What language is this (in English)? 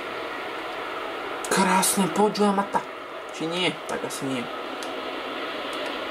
Slovak